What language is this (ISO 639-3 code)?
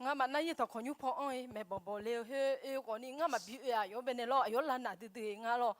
ahk